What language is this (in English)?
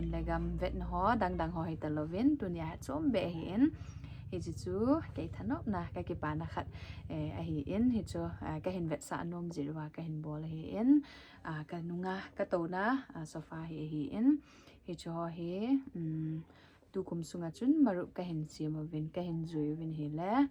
Thado Chin